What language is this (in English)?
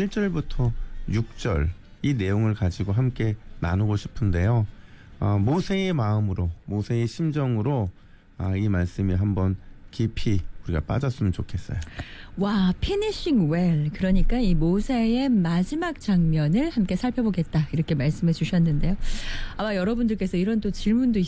Korean